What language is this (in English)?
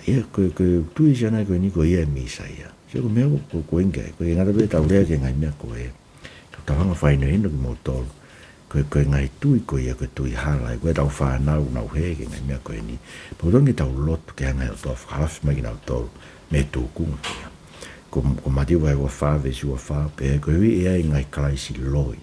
Tongan